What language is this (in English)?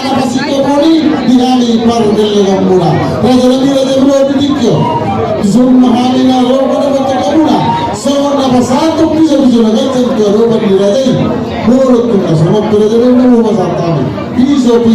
Batak Toba